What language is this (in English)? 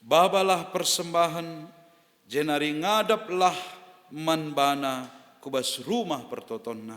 Batak Karo